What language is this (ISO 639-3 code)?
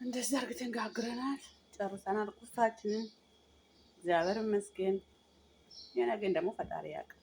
amh